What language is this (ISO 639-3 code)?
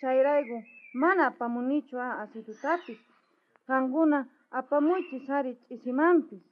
quh